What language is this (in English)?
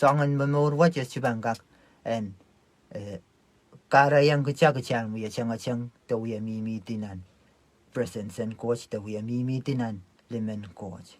Pohnpeian